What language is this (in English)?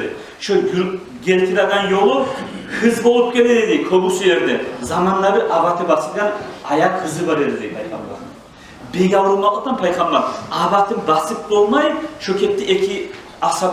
Kumyk